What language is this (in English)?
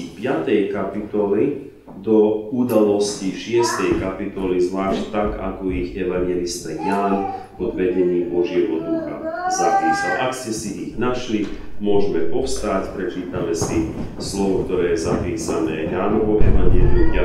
Slovak